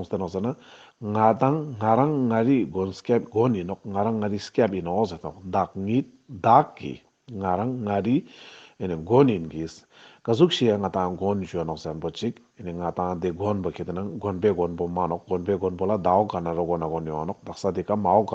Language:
Ladakhi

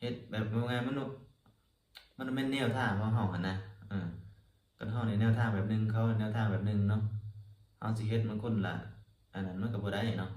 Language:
Lao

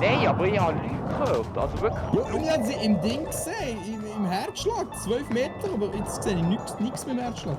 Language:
Swiss German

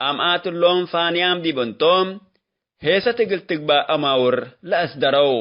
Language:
Tigre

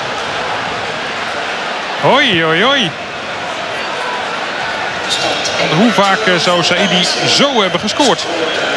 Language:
Dutch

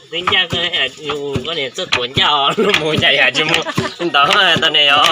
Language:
Hmong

